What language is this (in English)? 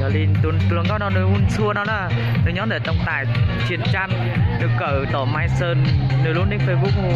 Hmong